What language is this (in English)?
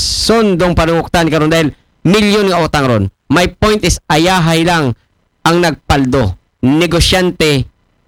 Aklanon